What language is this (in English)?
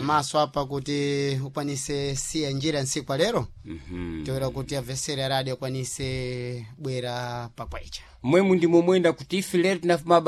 Sena